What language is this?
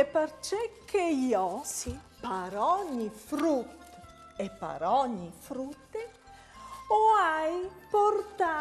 Friulian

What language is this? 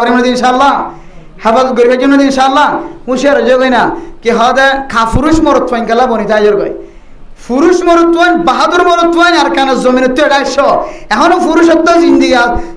Rohingya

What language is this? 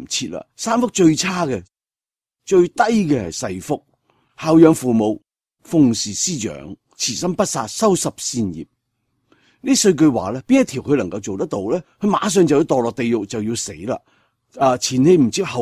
Cantonese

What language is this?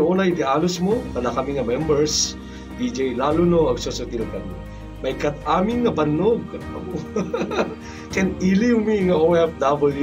Iloko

